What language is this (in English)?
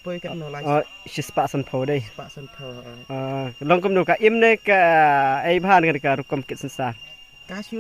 Khasi